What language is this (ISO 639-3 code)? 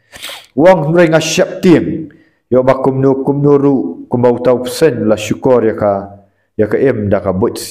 kha